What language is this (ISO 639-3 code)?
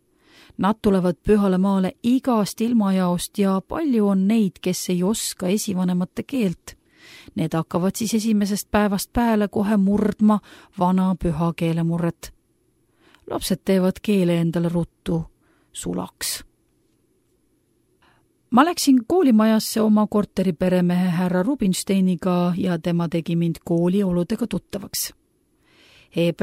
est